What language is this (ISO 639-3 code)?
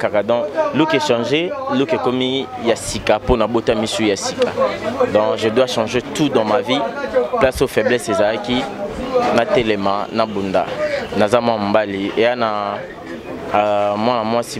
lin